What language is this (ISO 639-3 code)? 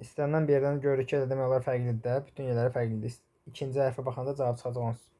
aze